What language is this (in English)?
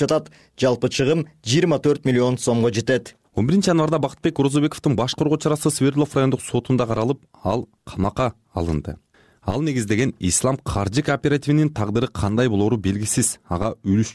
Kyrgyz